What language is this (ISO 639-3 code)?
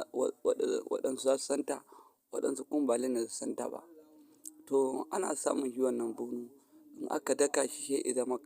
hau